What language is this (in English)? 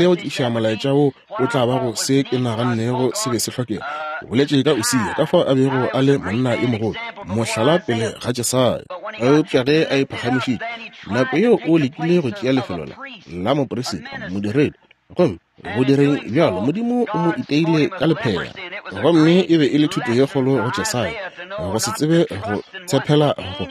Northern Sotho